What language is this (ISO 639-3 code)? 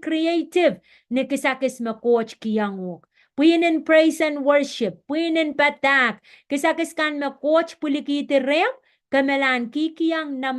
pon